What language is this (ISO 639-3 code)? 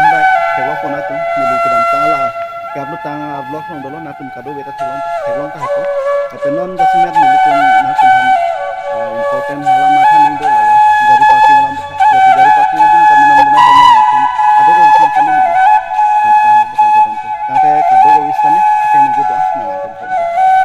mjw